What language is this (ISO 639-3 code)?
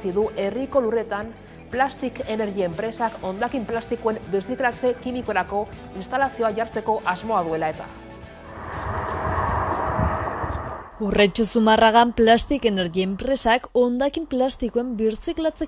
eus